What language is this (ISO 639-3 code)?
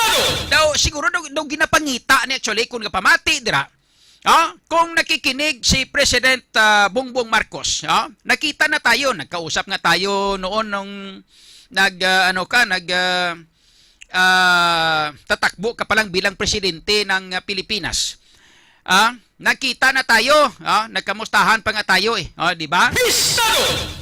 hil